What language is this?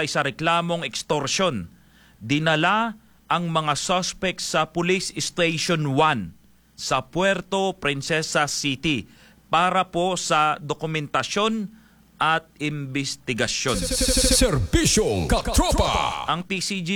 Filipino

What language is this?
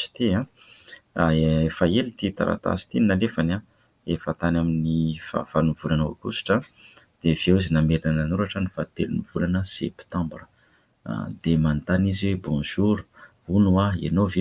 Malagasy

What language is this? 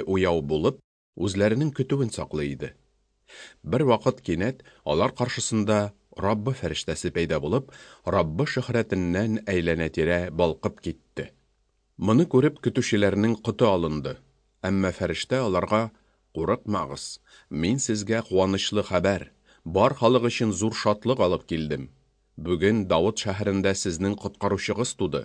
Tatar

